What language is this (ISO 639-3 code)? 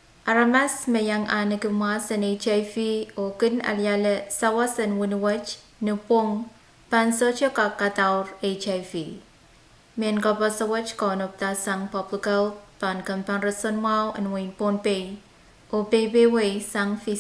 pon